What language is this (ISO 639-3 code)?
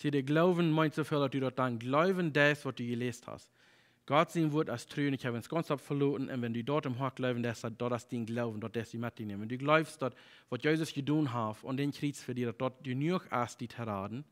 pdt